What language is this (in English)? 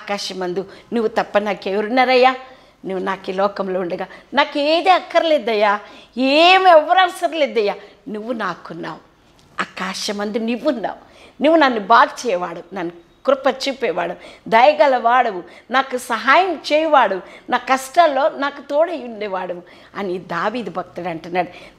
Telugu